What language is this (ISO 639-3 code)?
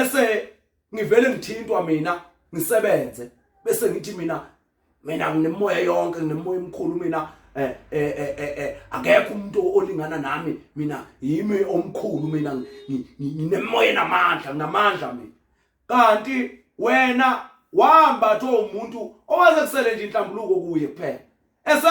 zul